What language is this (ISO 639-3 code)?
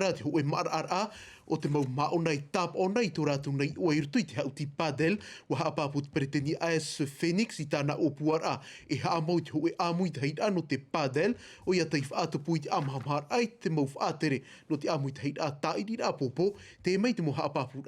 tah